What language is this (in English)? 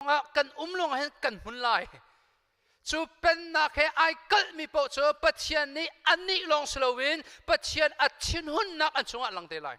Hakha Chin